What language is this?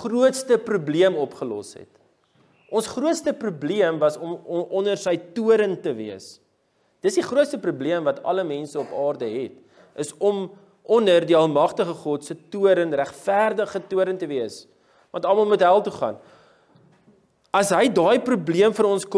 Afrikaans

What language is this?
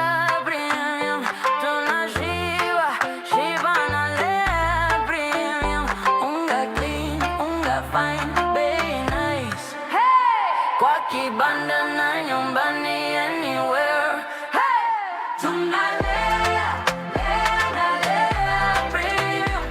Meru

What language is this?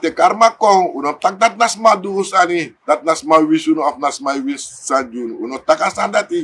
Sranan Tongo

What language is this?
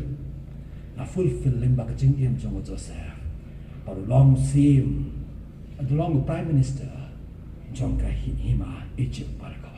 Khasi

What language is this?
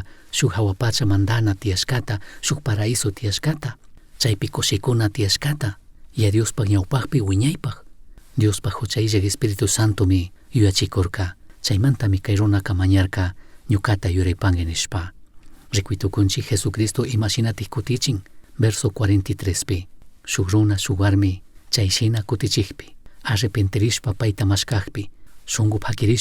Chimborazo Highland Quichua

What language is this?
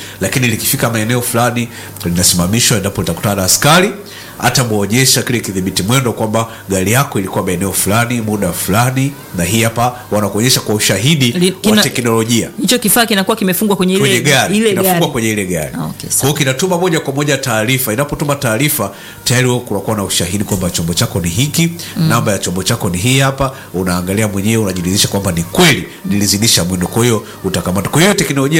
Swahili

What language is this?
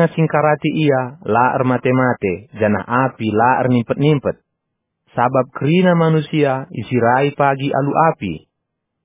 Batak Karo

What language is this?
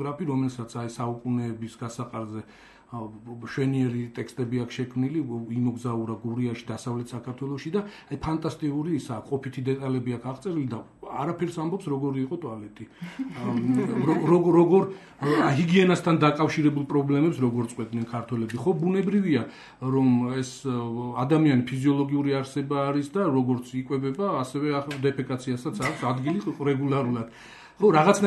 Georgian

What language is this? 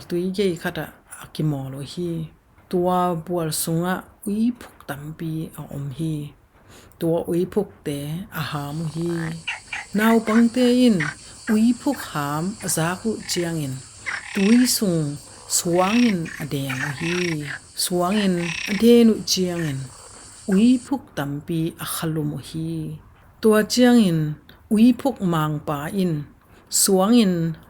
Tedim Chin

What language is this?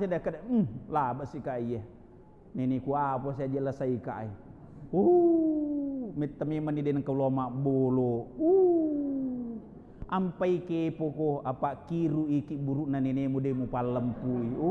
Buginese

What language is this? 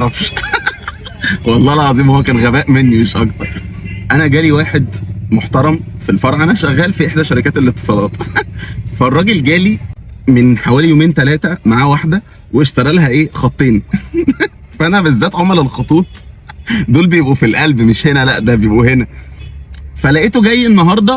Egyptian Arabic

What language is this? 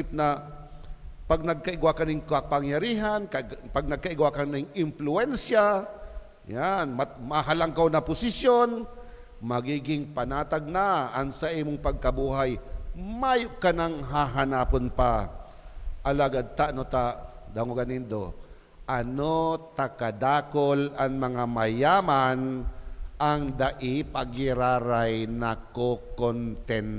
Bikol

